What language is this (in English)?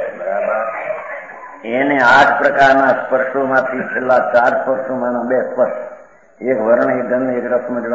Gujarati